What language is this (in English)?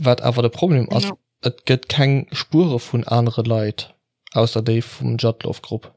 Luxembourgish